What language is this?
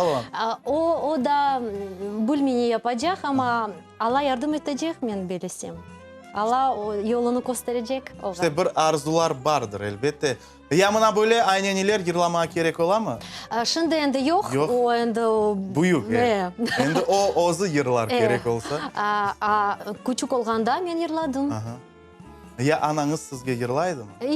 Crimean Tatar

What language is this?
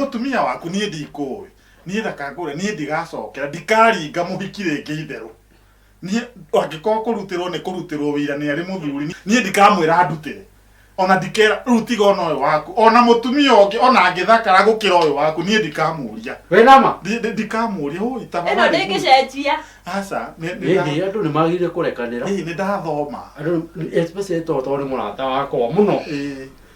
Kikuyu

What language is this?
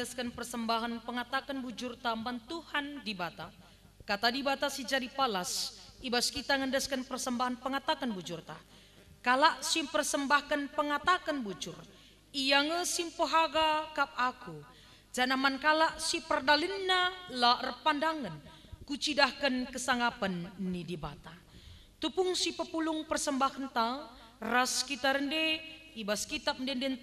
Batak Karo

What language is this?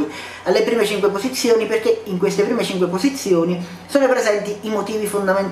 Italian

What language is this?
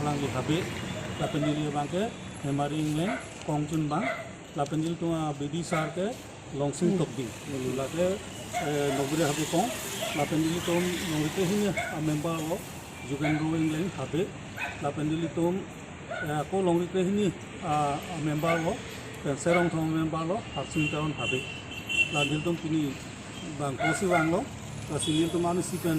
Karbi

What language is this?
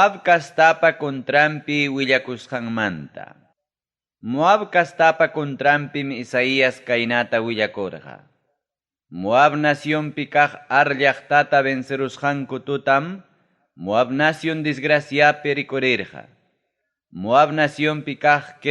Ayacucho Quechua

